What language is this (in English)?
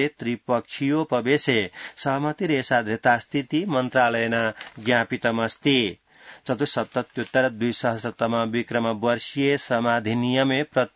Sanskrit